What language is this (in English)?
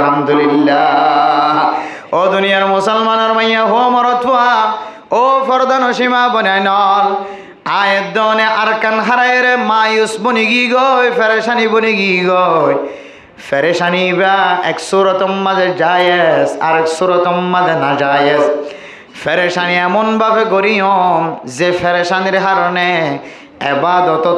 Rohingya